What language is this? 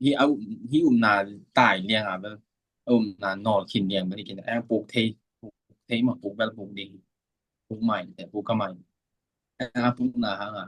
Tedim Chin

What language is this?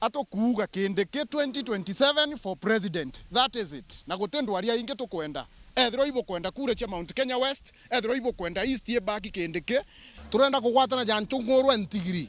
Meru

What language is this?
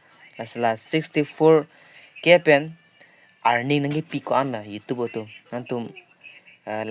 Karbi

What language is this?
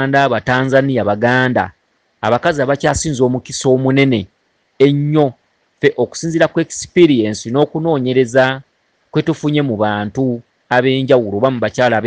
Ganda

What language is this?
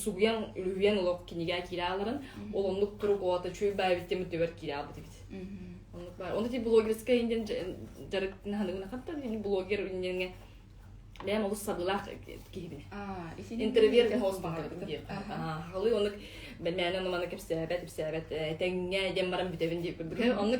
Yakut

